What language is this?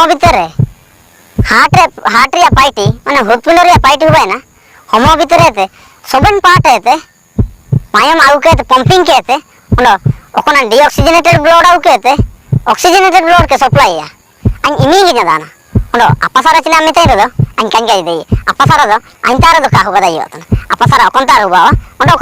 Ho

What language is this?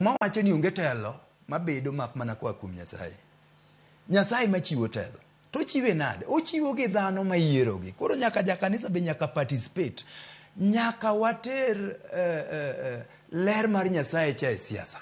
Luo (Kenya and Tanzania)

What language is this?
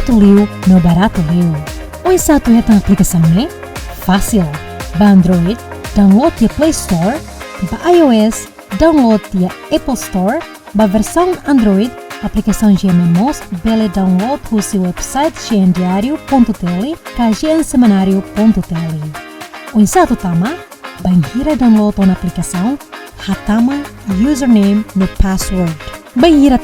Tetum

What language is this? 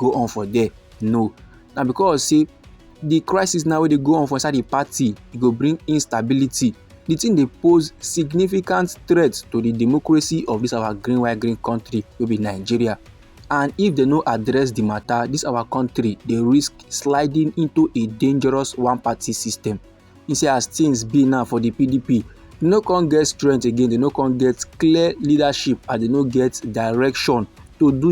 Nigerian Pidgin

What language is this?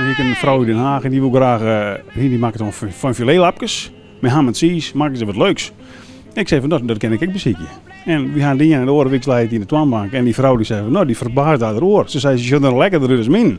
Western Frisian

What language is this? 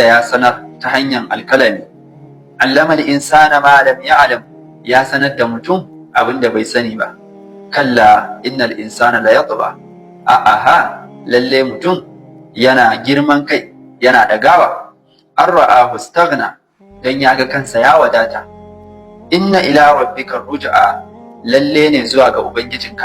Hausa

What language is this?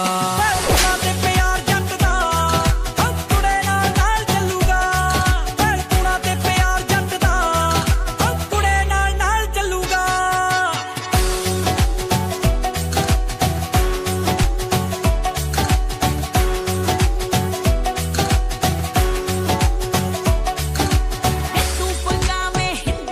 Punjabi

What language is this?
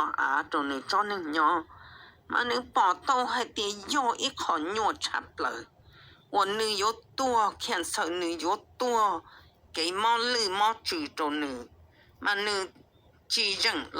Hmong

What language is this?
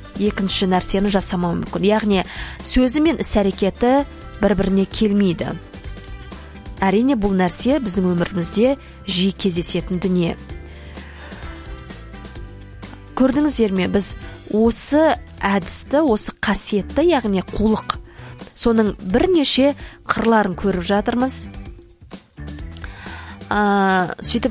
Kazakh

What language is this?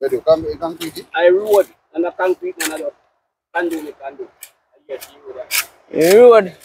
Jamaican Creole English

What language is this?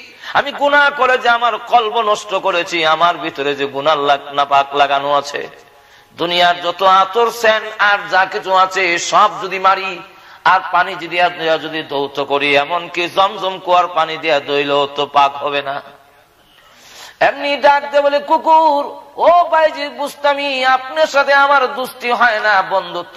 Bangla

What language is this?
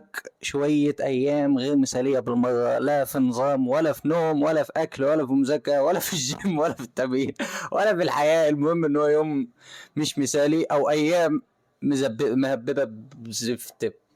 Egyptian Arabic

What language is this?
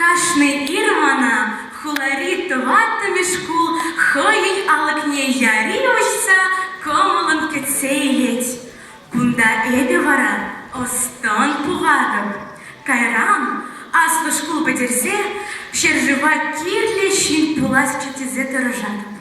Chuvash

